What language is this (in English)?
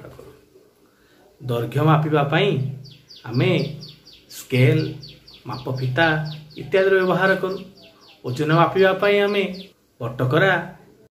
Odia